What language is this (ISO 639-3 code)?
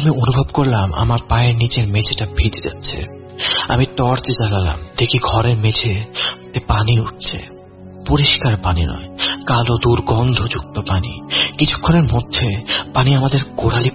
ben